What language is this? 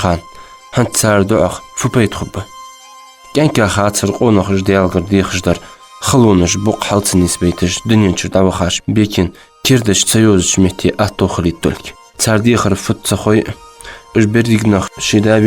Ingush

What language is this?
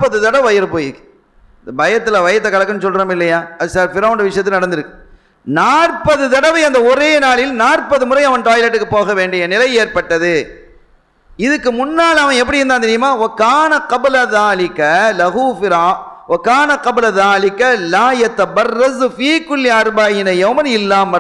Tamil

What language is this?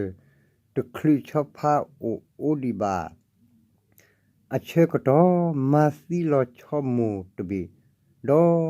S'gaw Karen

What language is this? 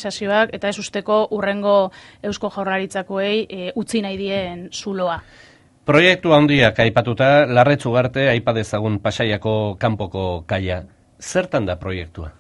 Basque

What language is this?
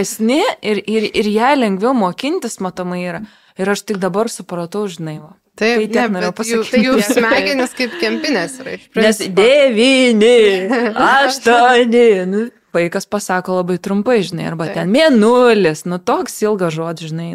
Lithuanian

